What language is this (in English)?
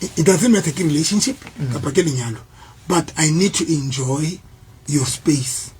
Southern Sotho